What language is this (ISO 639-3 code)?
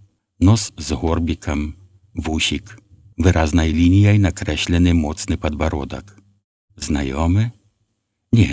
bel